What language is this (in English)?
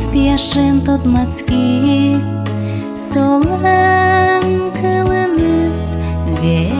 Udmurt